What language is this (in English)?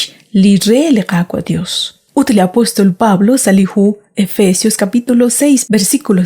Kekchí